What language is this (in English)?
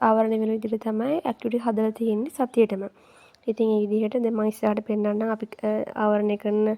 Sinhala